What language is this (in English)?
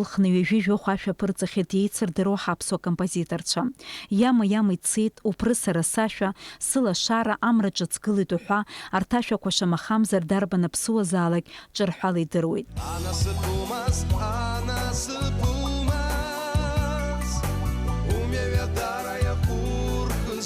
Abkhazian